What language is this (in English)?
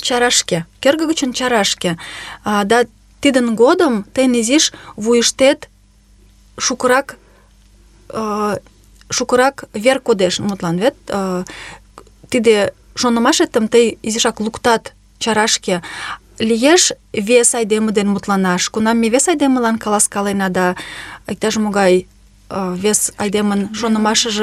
Mari